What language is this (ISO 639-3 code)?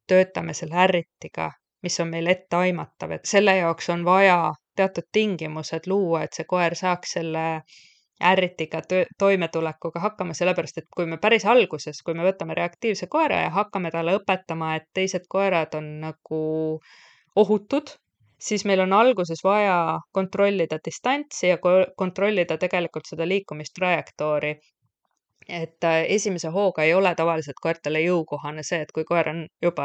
est